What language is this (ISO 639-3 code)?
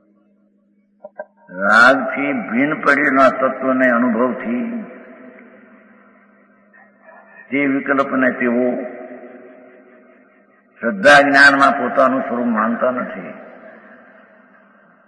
guj